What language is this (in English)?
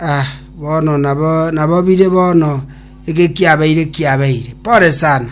Gusii